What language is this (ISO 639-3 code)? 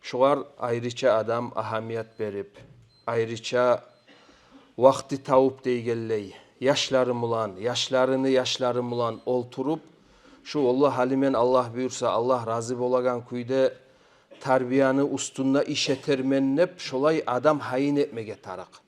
kum